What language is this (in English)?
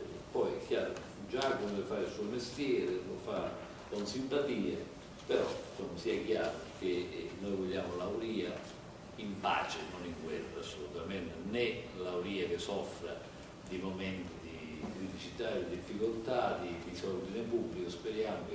Italian